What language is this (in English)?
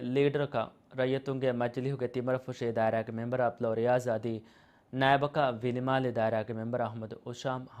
Divehi